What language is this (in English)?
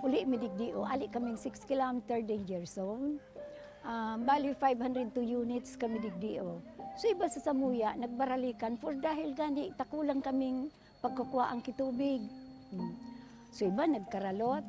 Bikol